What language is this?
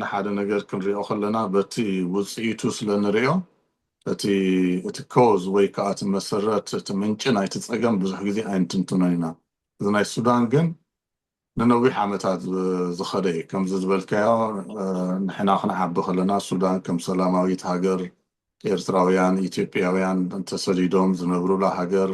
Tigrinya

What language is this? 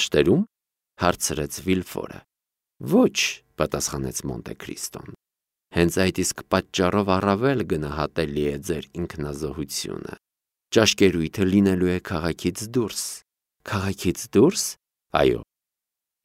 Armenian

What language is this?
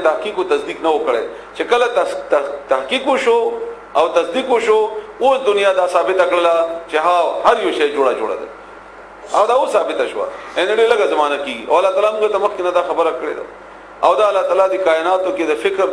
Pashto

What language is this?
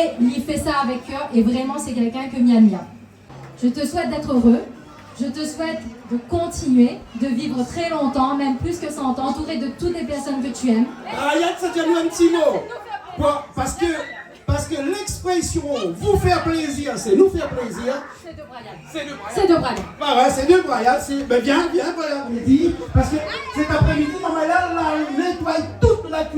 Réunion Creole French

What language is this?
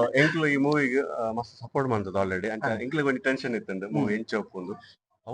Tulu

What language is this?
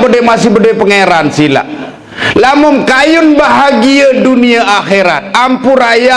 Sasak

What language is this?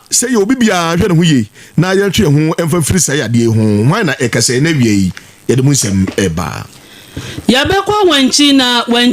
Akan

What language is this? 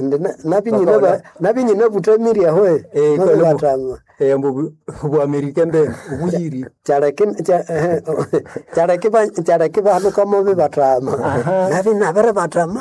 Nande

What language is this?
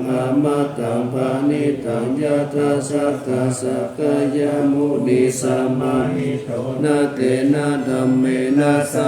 Pali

